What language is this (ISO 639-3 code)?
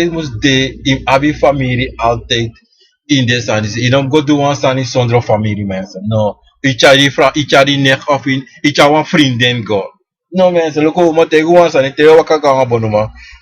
srn